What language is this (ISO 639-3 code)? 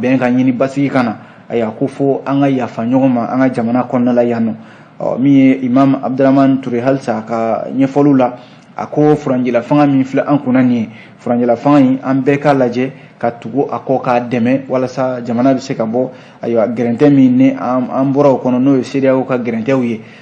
bam